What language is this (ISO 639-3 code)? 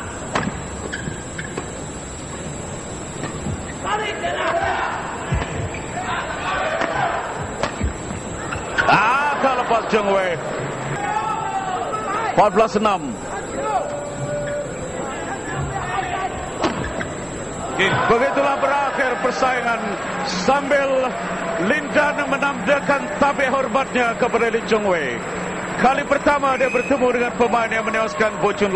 msa